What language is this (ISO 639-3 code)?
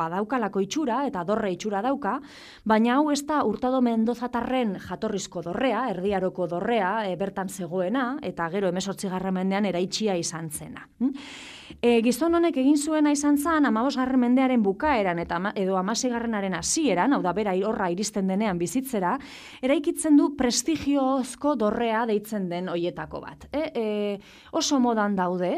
eus